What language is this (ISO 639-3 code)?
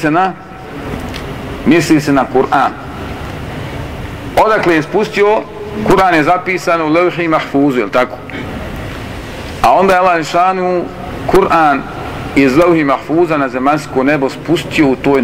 bos